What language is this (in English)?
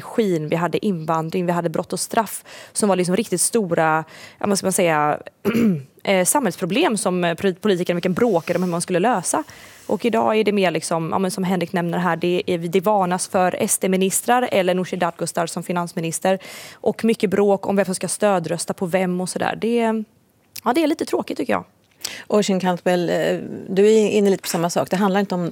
Swedish